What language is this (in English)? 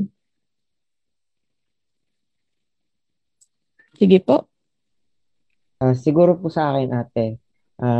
Filipino